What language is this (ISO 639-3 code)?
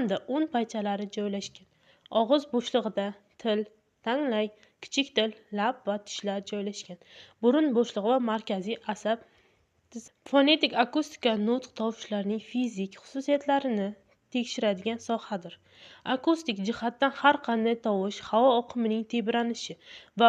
uzb